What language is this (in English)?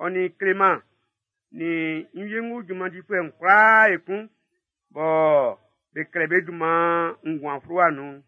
Baoulé